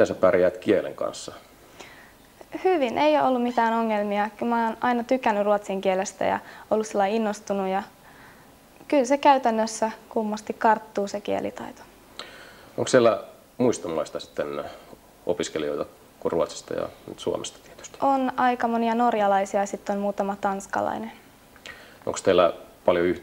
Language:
Finnish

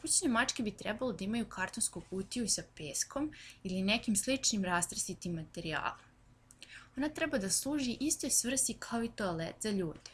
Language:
Serbian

